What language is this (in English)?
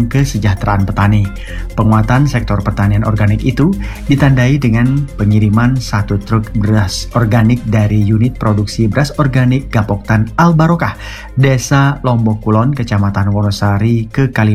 Indonesian